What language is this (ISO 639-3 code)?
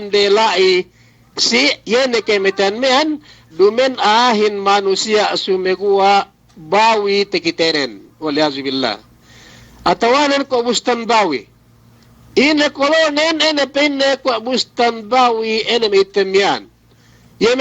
yka